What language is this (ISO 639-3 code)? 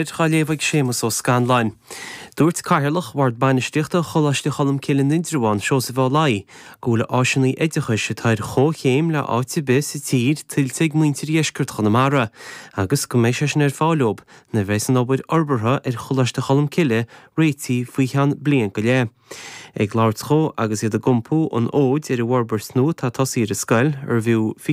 gle